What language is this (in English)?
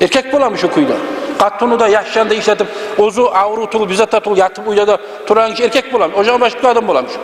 Kumyk